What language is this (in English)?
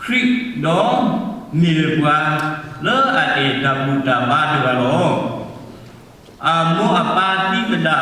S'gaw Karen